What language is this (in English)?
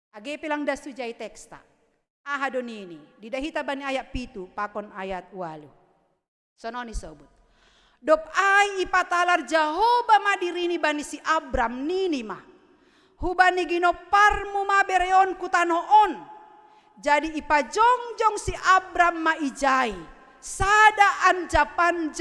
Batak Simalungun